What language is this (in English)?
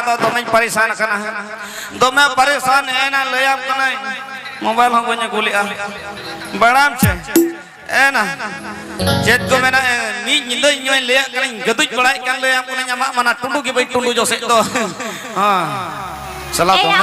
Santali